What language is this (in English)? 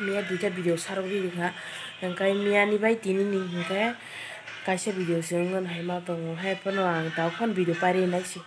Kok Borok